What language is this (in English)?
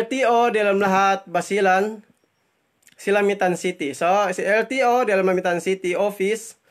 Yakan